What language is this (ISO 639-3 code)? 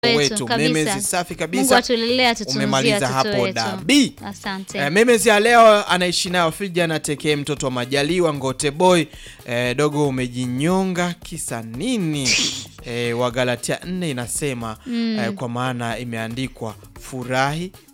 swa